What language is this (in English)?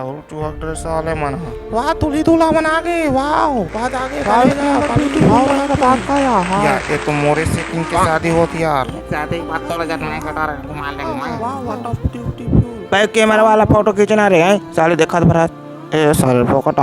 Chhattisgarhi